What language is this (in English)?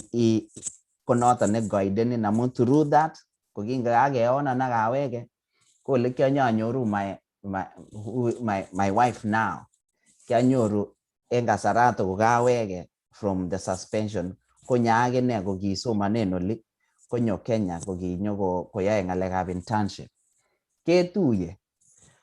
Kalenjin